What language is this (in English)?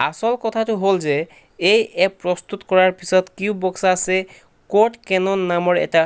Assamese